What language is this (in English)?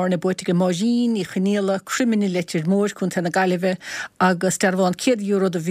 Irish